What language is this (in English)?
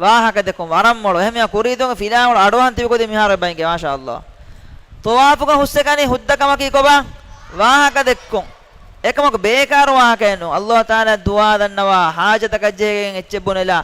Divehi